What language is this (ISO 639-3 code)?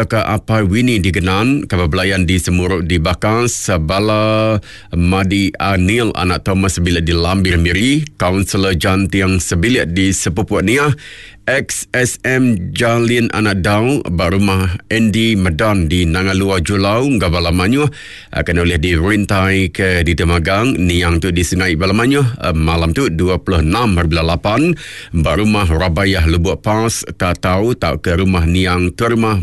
iba